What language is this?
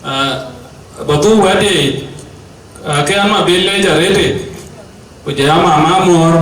Dinka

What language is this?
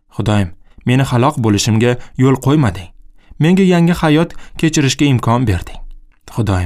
Uzbek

